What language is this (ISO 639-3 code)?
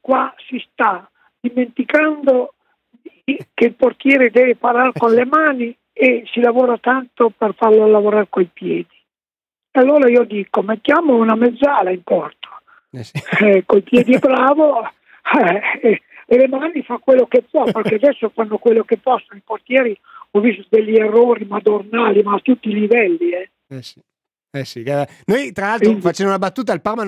ita